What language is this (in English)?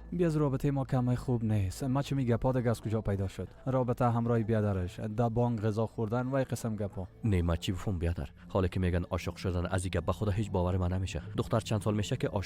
Persian